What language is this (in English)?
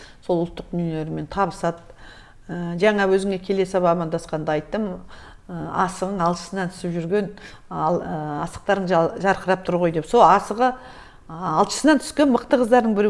Kazakh